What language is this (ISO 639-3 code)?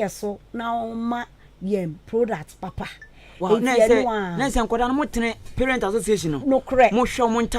aka